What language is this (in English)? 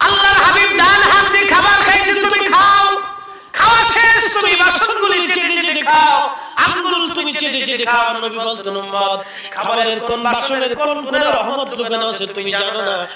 Sylheti